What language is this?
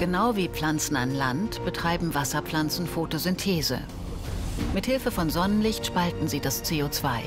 German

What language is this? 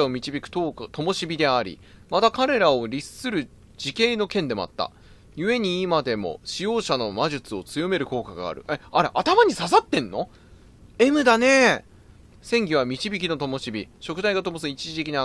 Japanese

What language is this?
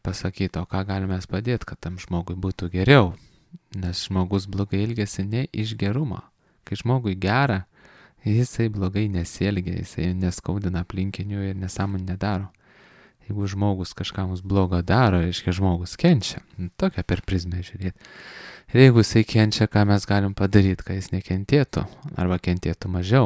Lithuanian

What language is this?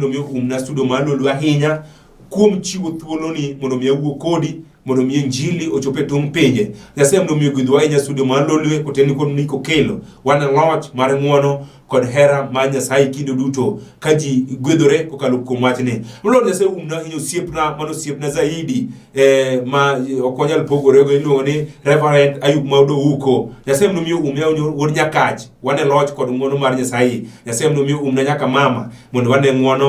Luo (Kenya and Tanzania)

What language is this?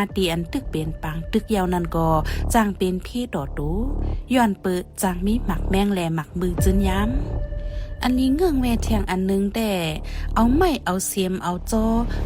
Shan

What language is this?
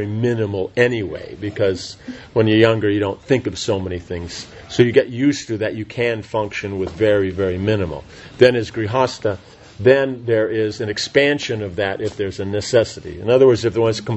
English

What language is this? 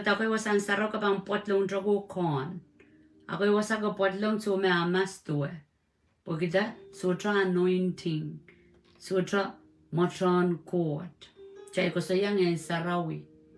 Pohnpeian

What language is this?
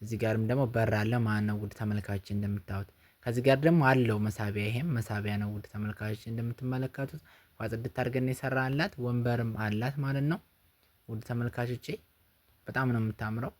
Amharic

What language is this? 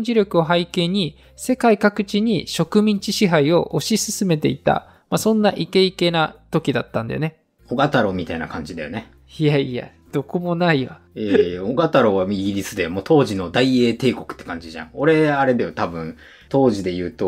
Japanese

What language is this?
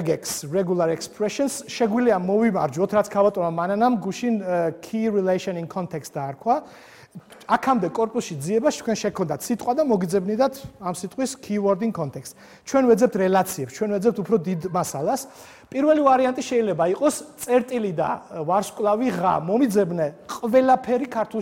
Georgian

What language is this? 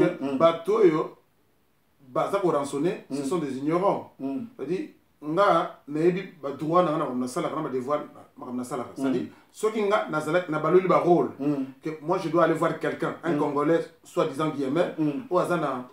Lingala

